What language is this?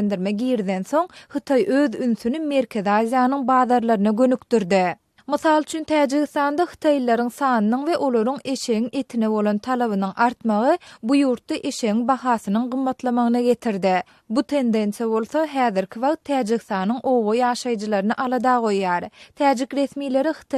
Turkmen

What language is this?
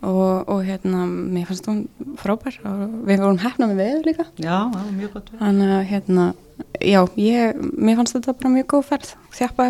Icelandic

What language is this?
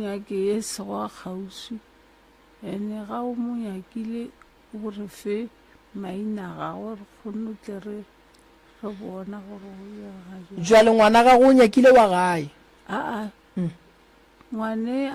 Northern Sotho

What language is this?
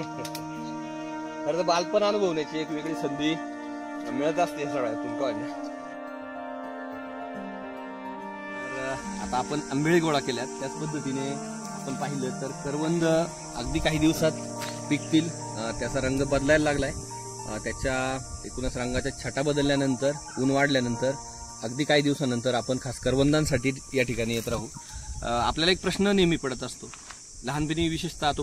Marathi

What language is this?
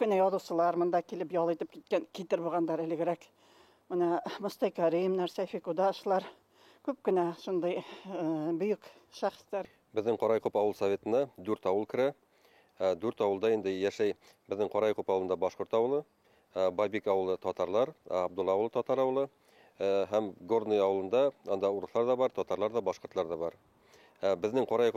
Bashkir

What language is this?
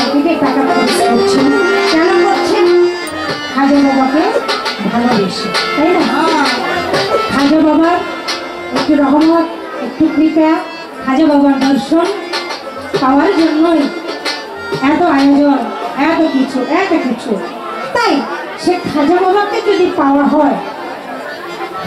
Bangla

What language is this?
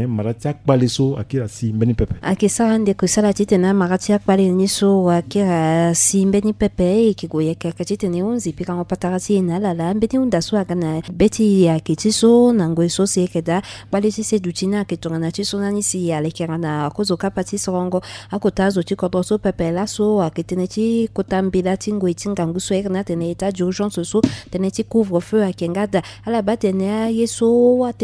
Sango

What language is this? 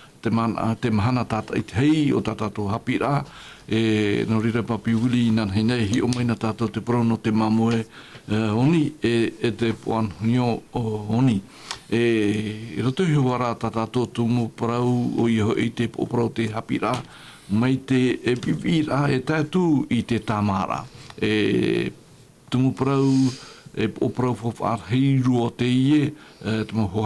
Tahitian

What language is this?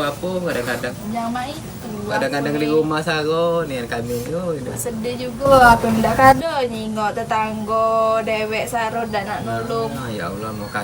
Musi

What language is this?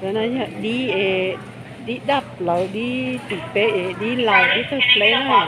Hmong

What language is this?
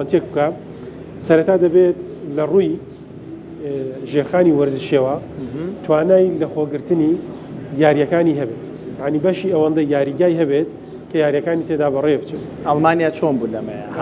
Central Kurdish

